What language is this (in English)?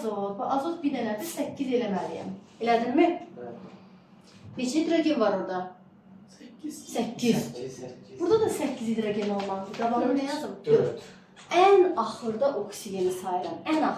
Azerbaijani